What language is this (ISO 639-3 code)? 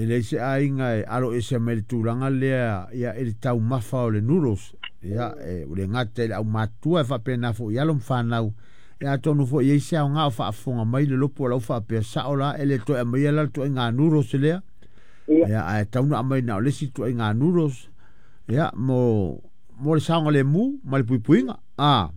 smo